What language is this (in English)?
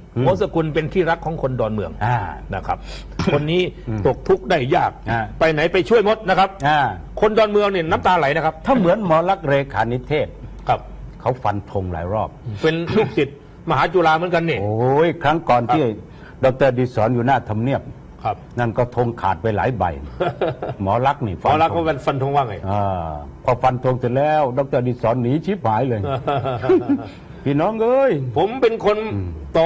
Thai